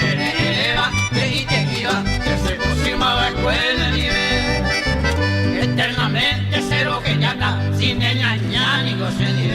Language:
Guarani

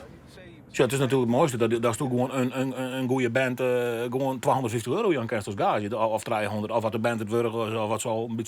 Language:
Western Frisian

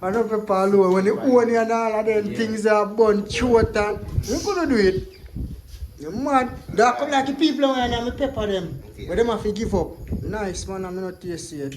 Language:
Jamaican Creole English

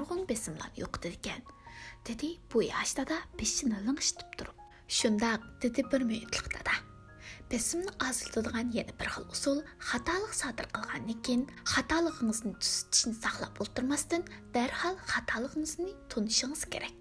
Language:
Uyghur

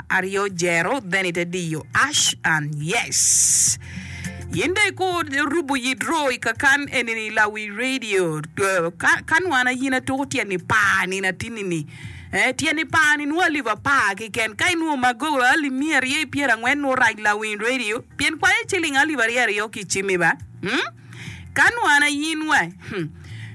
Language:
Acoli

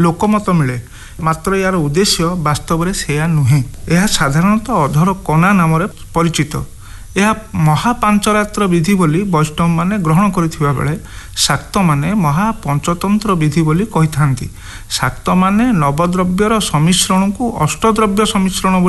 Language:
Odia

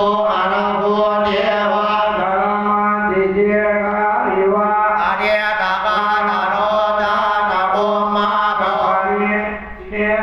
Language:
Pali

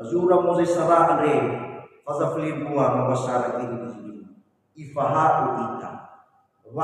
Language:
Nias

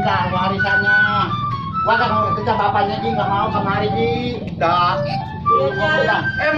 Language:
Betawi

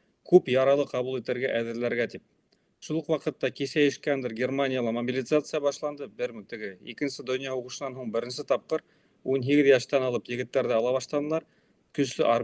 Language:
Bashkir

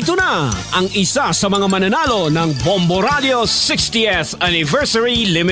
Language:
Waray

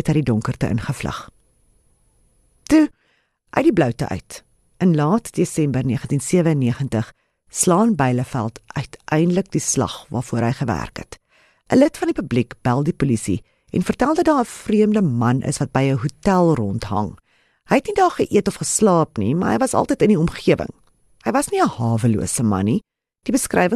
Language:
Afrikaans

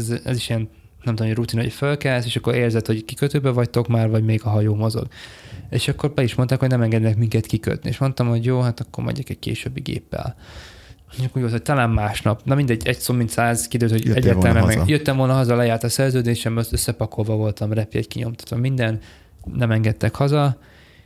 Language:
Hungarian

